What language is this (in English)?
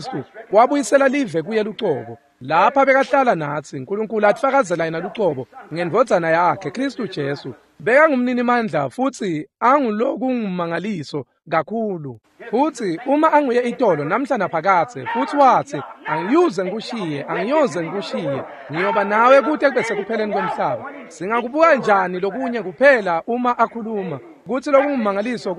Swati